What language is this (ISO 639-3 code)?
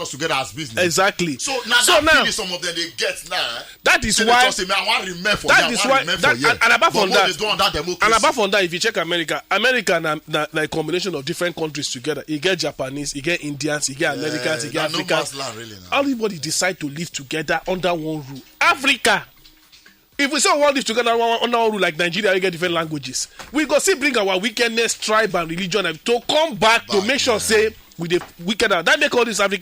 pcm